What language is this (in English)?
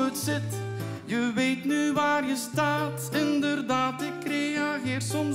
Dutch